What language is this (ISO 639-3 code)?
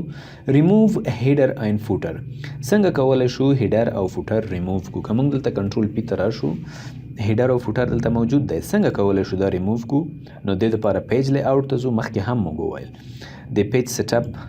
pus